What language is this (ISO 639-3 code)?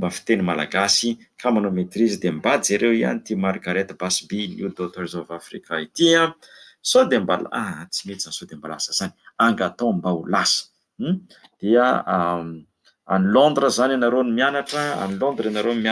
mlg